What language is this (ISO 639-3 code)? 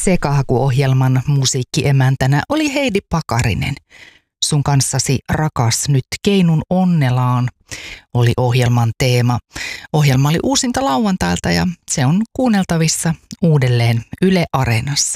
fin